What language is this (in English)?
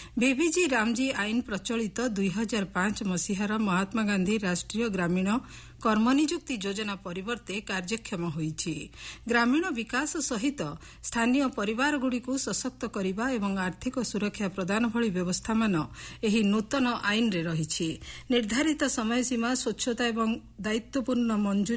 Odia